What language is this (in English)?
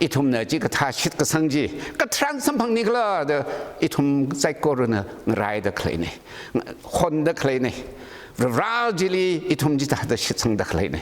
Tangkhul Naga (India)